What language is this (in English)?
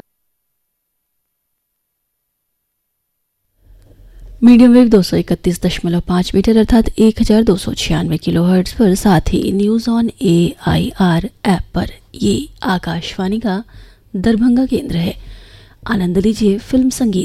Hindi